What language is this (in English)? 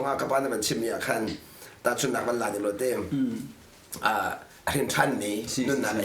Hakha Chin